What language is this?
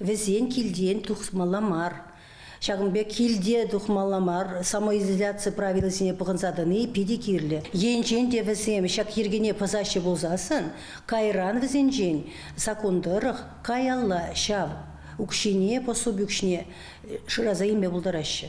Chuvash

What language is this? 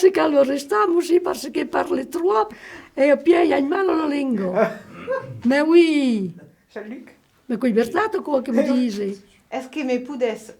Occitan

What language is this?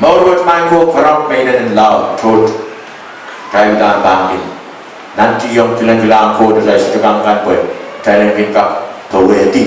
Pohnpeian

